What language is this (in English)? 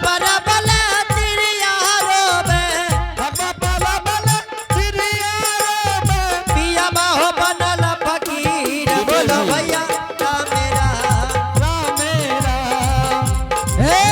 Angika